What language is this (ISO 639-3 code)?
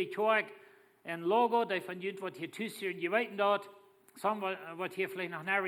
pdt